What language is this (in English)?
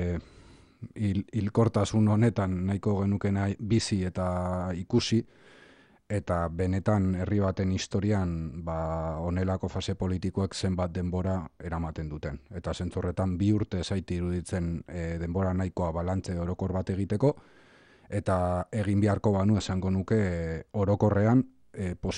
Basque